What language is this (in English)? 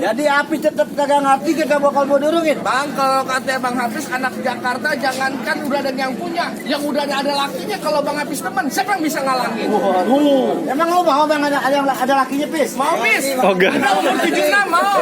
Betawi